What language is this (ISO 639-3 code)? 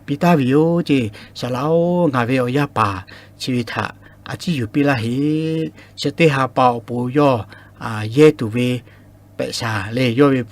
lhu